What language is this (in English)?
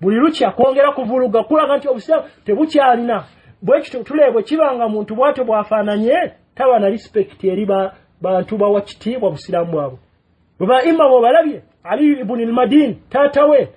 Ganda